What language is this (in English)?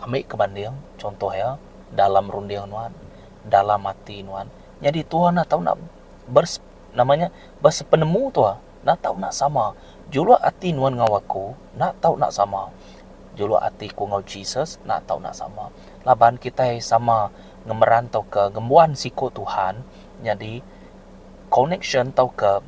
Iban